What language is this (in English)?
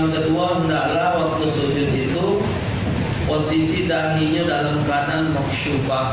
Musi